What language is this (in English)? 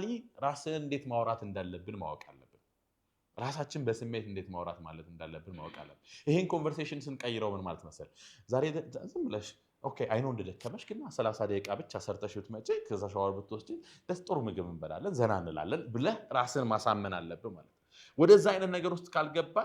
Amharic